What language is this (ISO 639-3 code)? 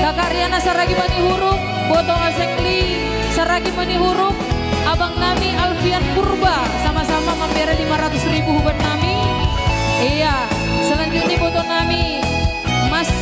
bts